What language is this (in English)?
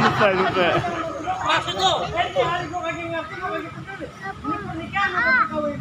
Betawi